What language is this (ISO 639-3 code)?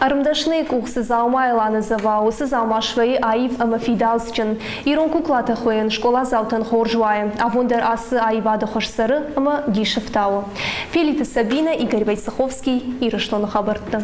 oss